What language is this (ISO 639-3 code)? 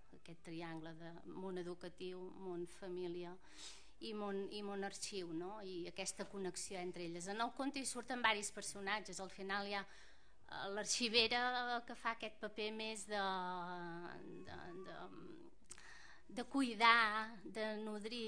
cat